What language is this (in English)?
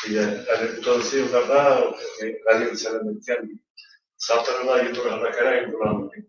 Bashkir